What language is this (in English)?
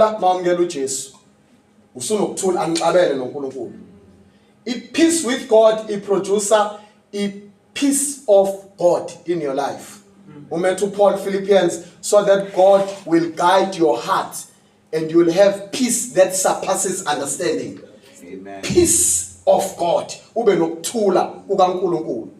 Zulu